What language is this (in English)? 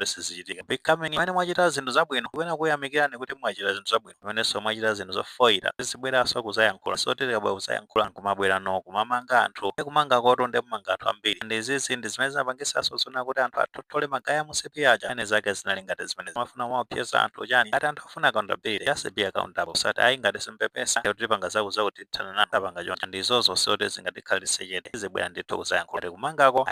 Nyanja